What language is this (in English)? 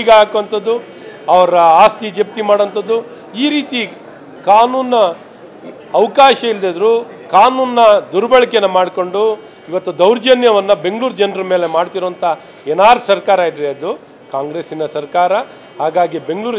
Kannada